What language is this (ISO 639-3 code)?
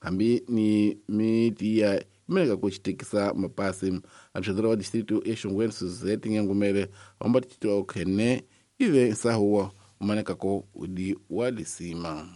tso